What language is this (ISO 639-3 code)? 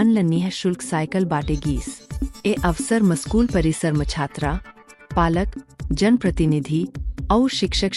hne